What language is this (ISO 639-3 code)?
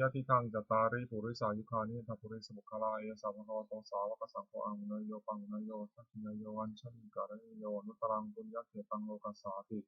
pli